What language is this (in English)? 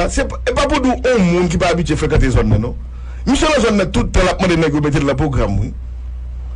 Haitian Creole